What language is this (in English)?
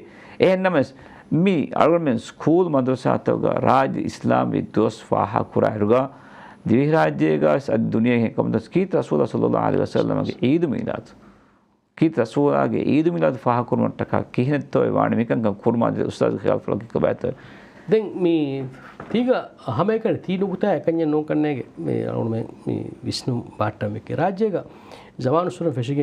Divehi